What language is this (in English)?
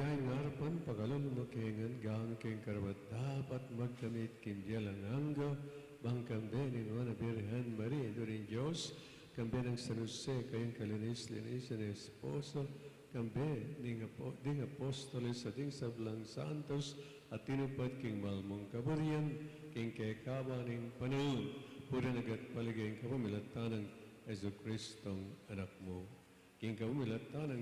Pampanga